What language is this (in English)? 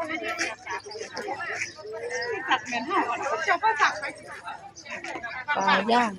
Northeastern Thai